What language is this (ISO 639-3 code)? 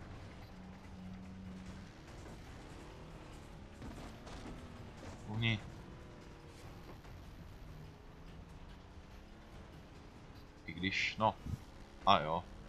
ces